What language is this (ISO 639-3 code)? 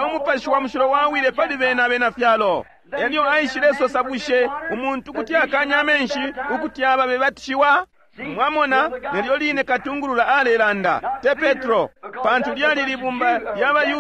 bem